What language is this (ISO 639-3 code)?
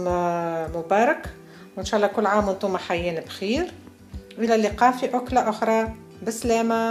aeb